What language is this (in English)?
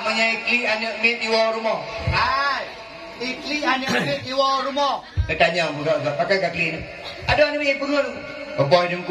Achinese